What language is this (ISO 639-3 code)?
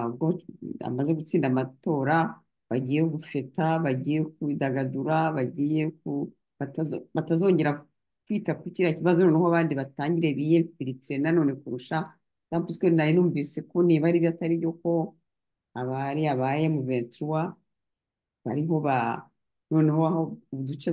kin